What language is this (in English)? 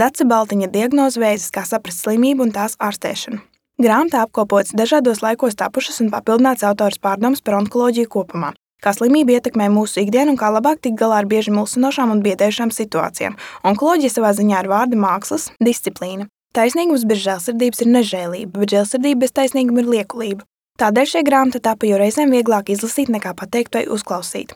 Latvian